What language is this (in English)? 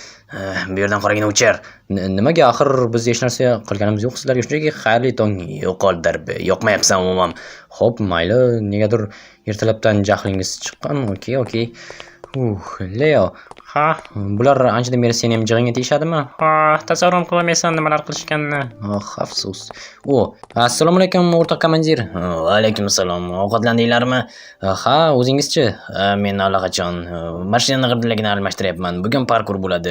Uzbek